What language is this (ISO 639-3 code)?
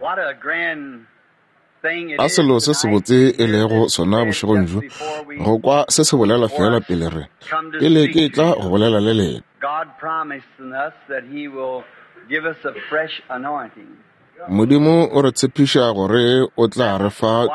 nso